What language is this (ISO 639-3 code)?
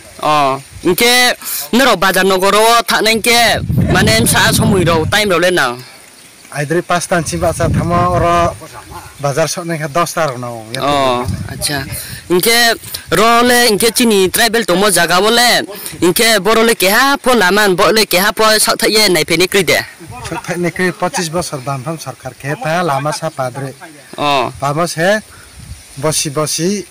ria